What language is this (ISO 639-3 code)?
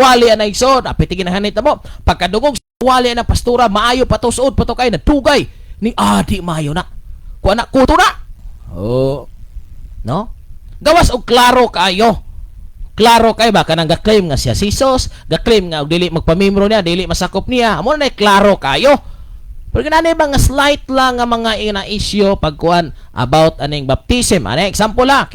ceb